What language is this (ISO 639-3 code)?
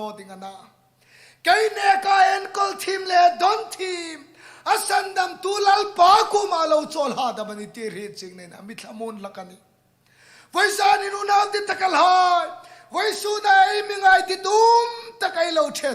hmr